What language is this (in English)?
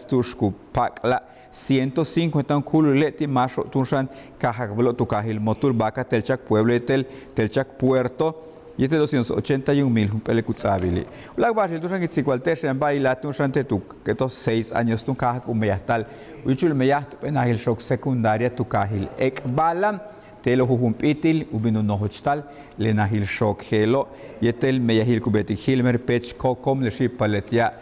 Yucateco